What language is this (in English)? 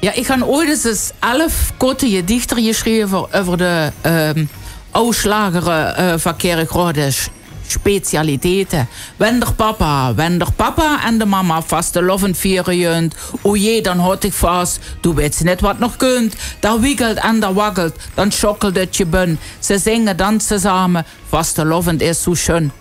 Limburgish